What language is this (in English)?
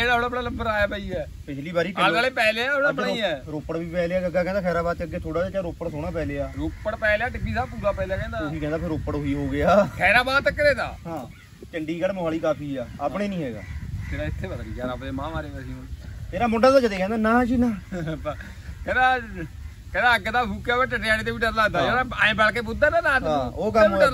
Punjabi